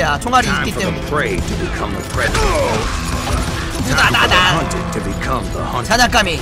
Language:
Korean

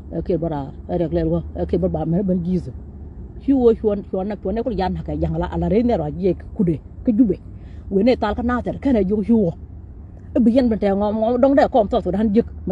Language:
Nuer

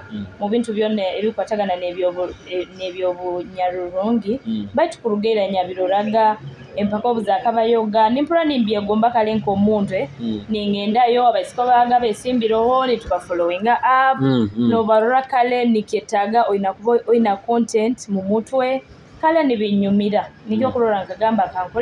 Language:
Nyoro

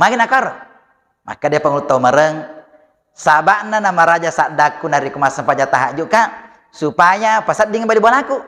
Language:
Buginese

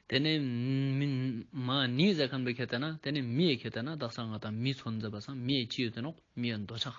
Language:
Ladakhi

